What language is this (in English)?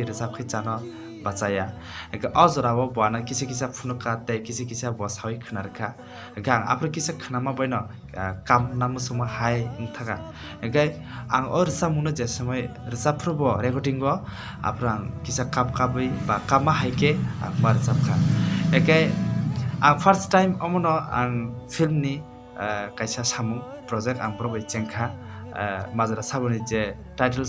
Kok Borok